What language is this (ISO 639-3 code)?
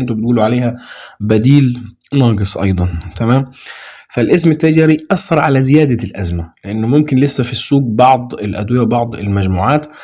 arz